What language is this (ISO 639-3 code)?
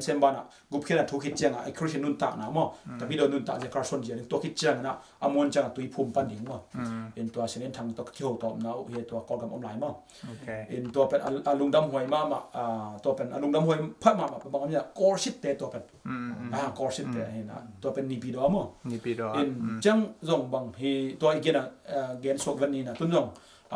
ctd